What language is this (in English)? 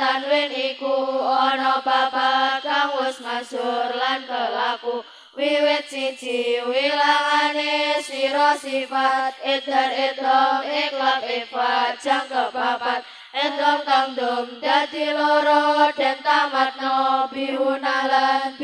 Javanese